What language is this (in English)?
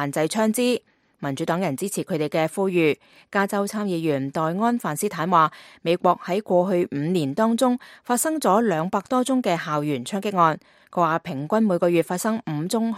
Cantonese